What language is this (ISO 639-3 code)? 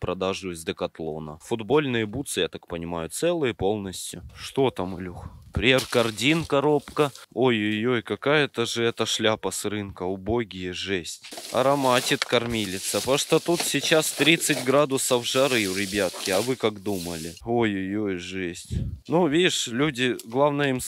rus